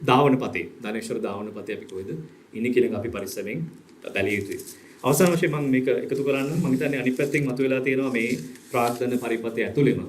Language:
Sinhala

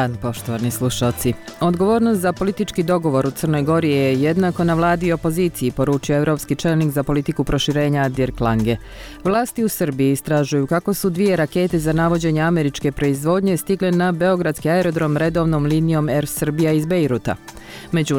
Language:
Bosnian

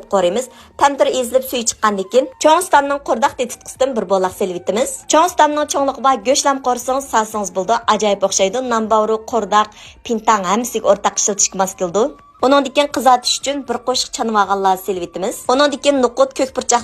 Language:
Uyghur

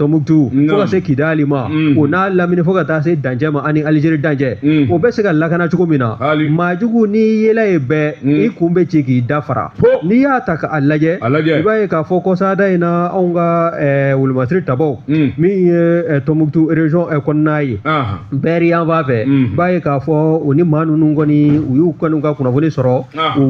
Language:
Bambara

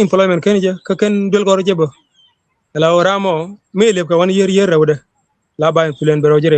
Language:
Nuer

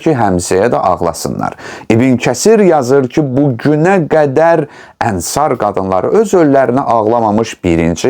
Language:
Azerbaijani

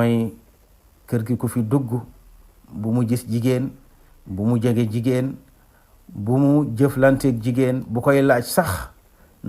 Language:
Wolof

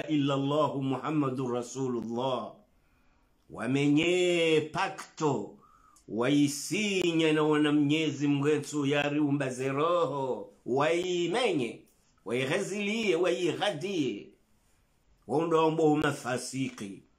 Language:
Swahili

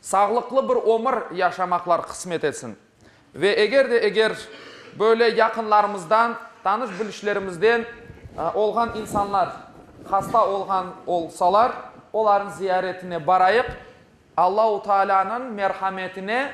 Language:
Crimean Tatar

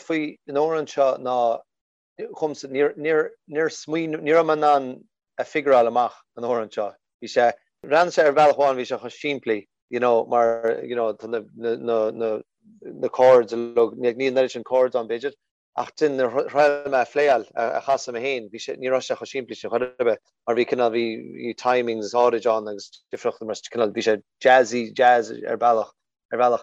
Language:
Irish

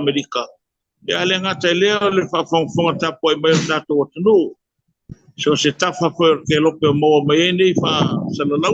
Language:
Samoan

